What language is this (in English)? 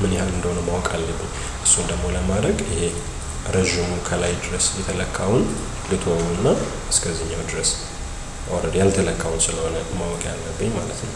Amharic